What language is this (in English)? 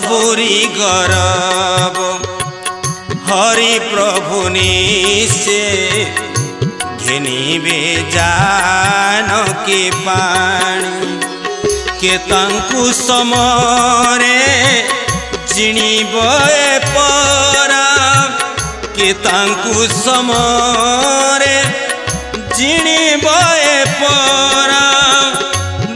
Odia